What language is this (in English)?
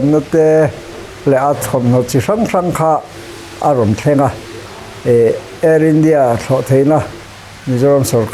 Mizo